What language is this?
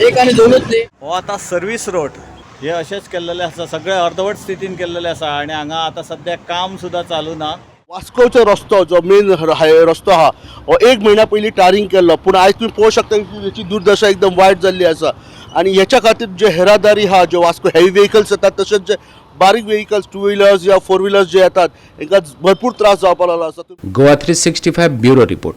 Konkani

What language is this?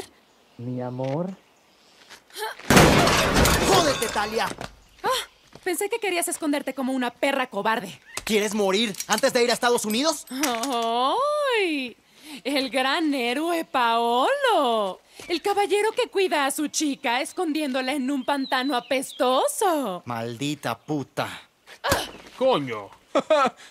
Spanish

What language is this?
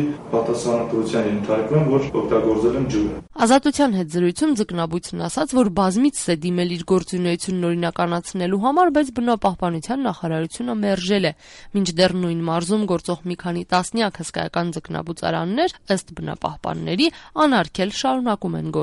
Armenian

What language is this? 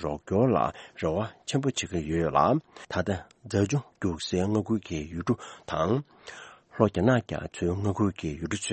Tibetan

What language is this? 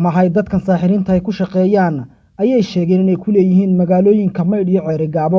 Somali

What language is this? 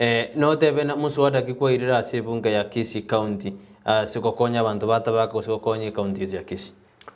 Gusii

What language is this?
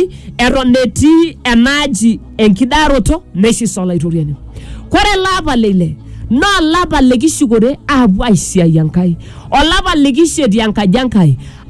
Masai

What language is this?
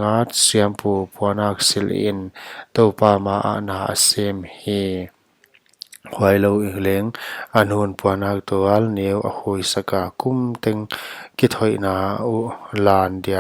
Paite Chin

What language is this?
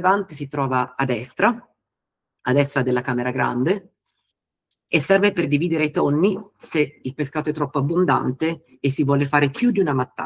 Italian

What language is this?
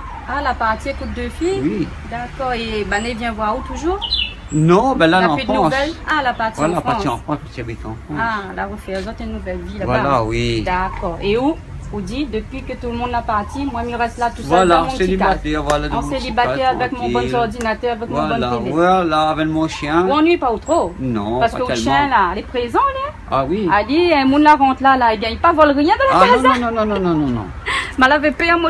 Réunion Creole French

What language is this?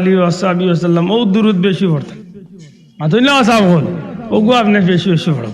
Sylheti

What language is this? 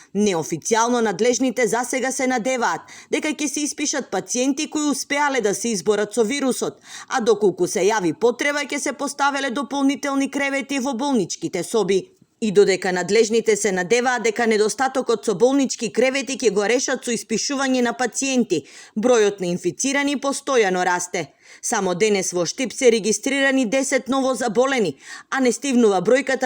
Macedonian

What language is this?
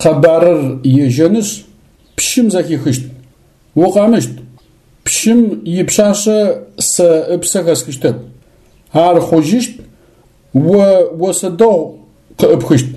Adyghe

